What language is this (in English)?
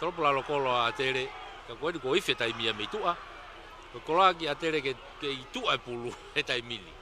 Tongan